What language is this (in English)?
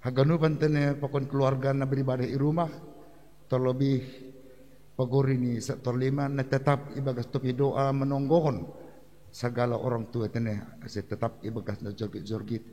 Batak Simalungun